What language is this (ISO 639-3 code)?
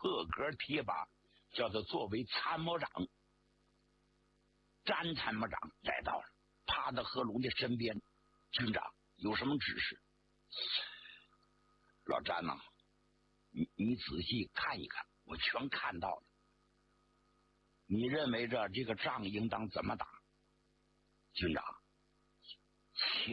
zho